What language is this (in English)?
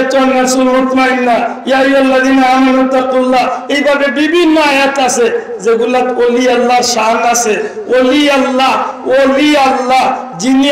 Sylheti